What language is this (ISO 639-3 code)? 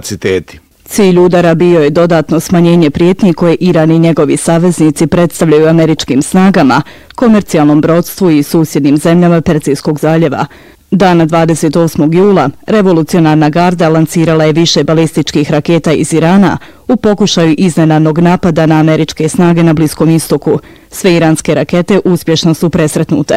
bos